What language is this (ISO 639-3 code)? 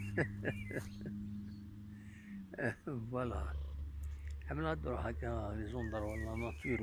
kab